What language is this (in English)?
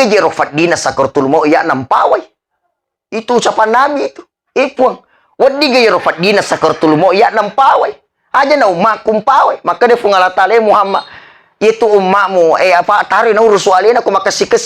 Buginese